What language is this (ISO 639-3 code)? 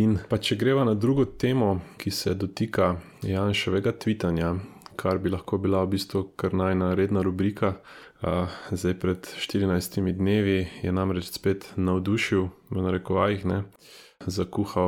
slv